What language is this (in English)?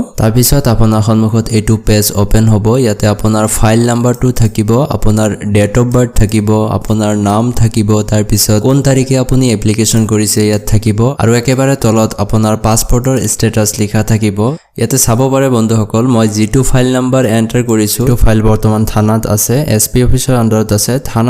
Assamese